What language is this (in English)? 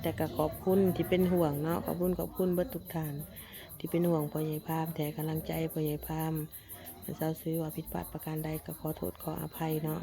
Northeastern Thai